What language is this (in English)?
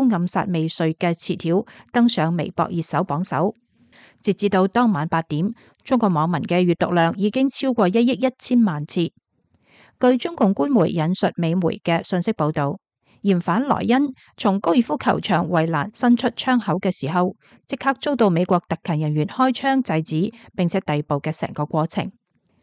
Cantonese